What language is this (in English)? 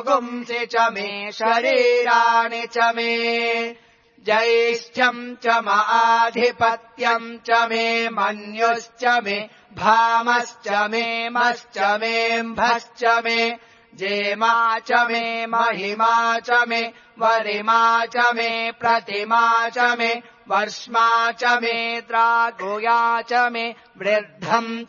Sanskrit